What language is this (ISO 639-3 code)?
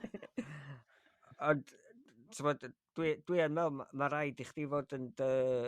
cym